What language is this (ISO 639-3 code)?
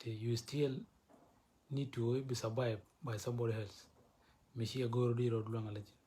nus